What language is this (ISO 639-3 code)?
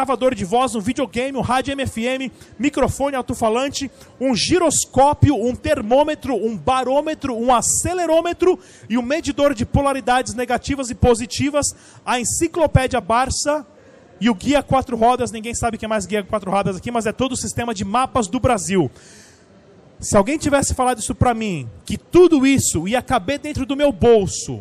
por